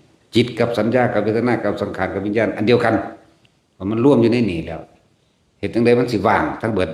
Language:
Northeastern Thai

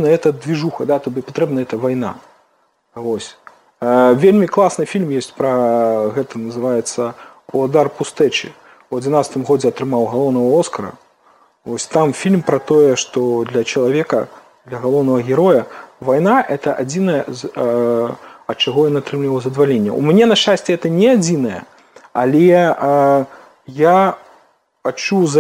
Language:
Belarusian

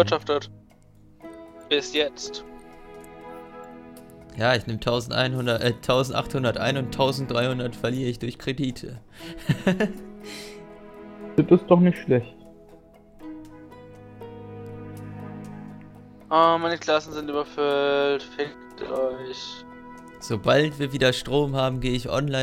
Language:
German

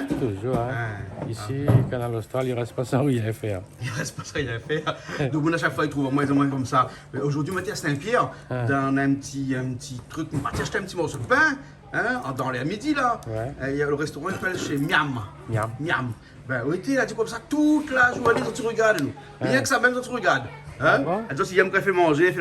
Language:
Réunion Creole French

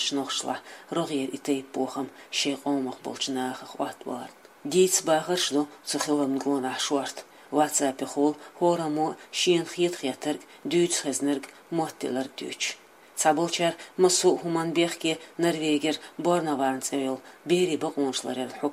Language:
Chechen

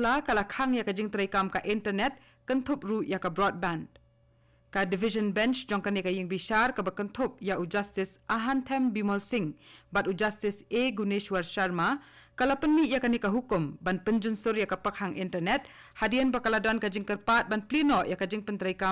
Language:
Khasi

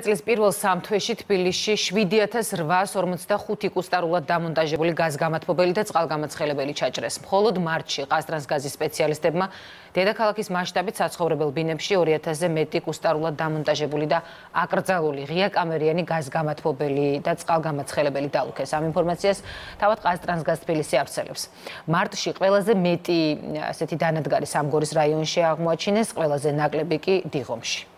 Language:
Georgian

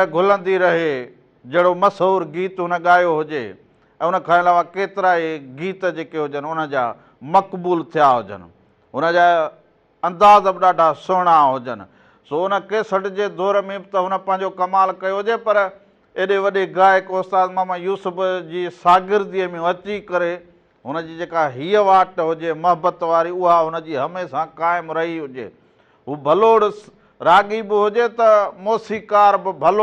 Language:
Sindhi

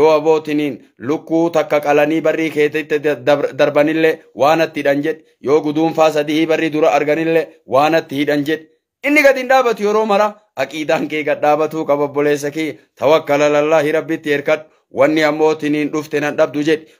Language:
Oromo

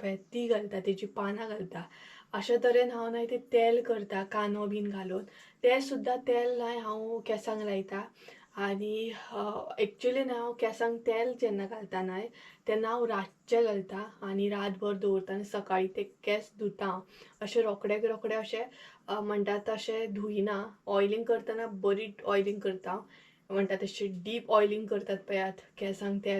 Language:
Konkani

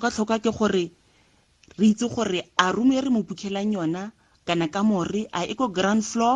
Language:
Tswana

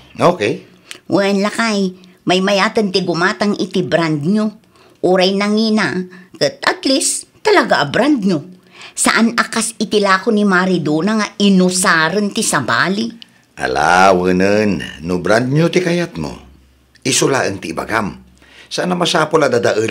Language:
Iloko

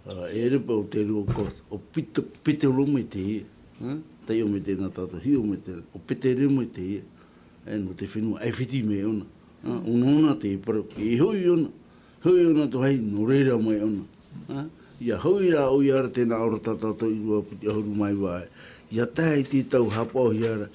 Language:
Tahitian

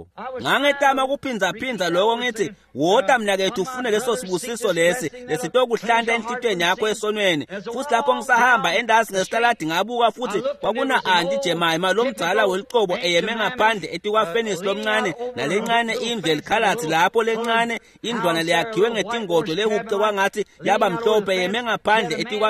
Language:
Swati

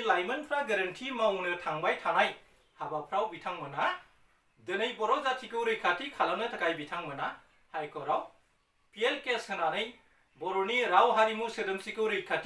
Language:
Bodo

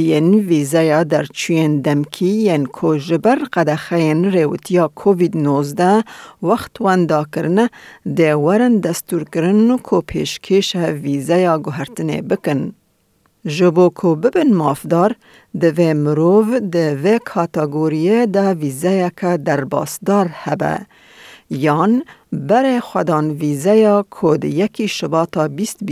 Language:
Kurdish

